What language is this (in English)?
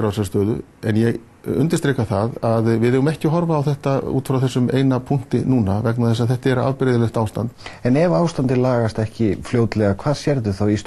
Icelandic